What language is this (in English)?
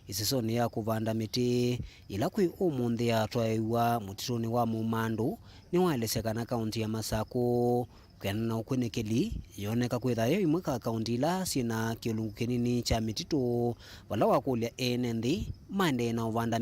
Kamba